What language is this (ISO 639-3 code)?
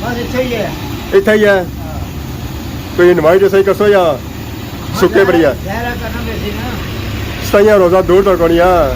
phr